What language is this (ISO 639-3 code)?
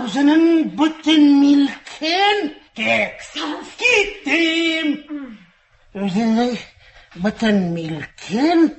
tat